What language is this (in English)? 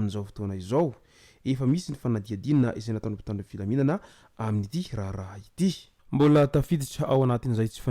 Malagasy